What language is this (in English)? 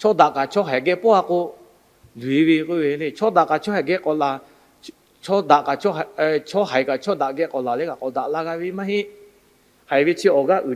Lahu